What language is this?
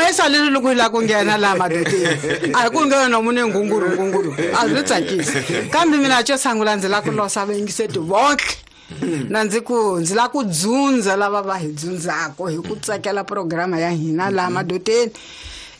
Tsonga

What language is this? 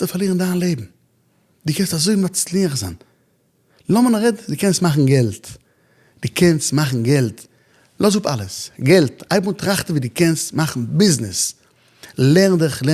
Yiddish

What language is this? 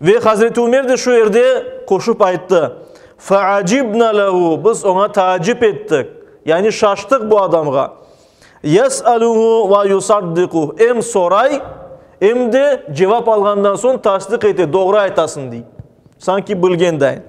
Crimean Tatar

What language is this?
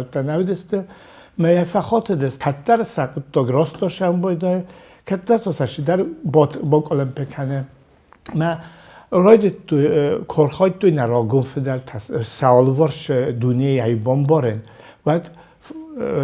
Ossetic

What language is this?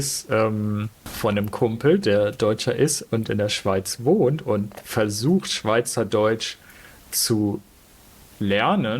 Swiss German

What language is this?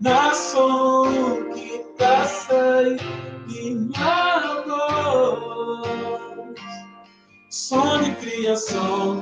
Kabuverdianu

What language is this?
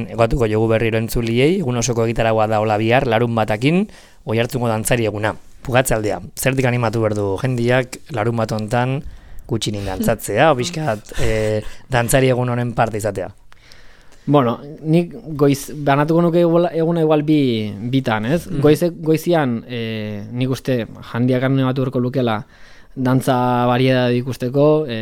Basque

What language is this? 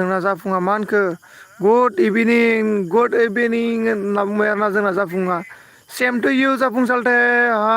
Bodo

